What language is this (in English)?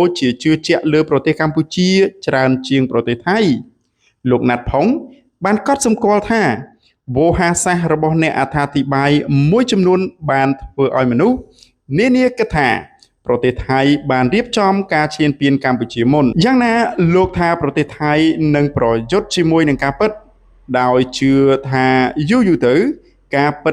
Khmer